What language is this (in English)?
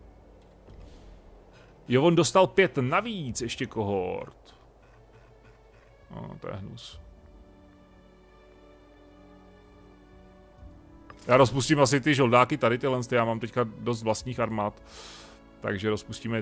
Czech